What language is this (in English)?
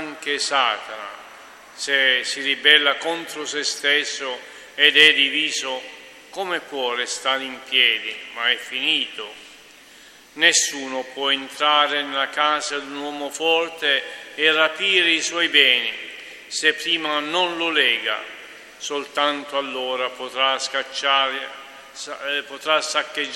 Italian